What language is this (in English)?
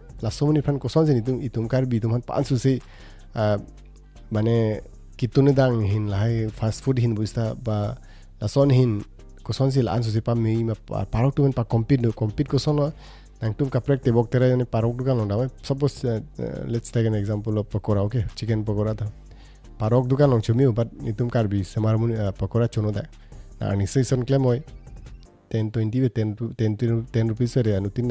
Karbi